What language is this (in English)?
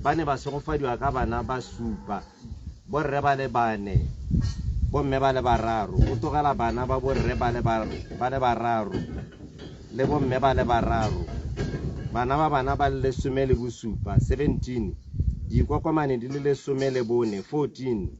Tswana